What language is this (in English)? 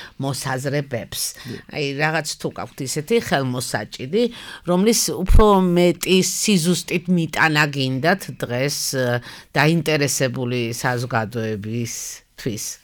Georgian